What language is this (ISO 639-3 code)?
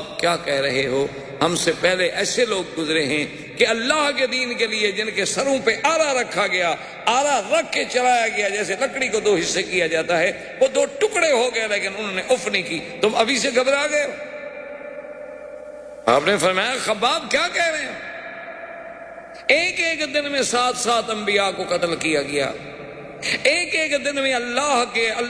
urd